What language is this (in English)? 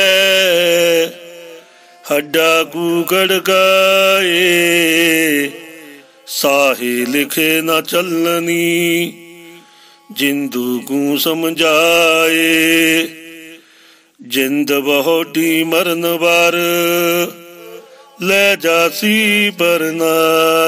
Punjabi